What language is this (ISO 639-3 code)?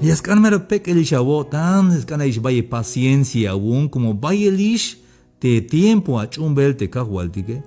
tzh